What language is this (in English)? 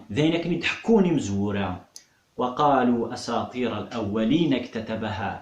Kabyle